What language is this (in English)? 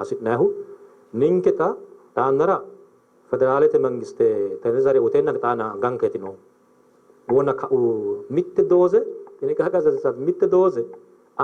Sidamo